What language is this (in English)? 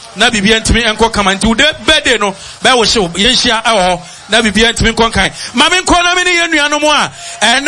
Akan